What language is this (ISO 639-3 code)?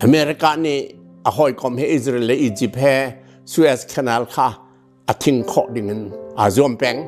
cnh